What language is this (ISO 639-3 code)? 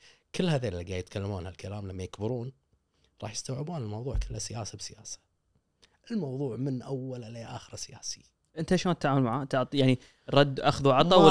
afb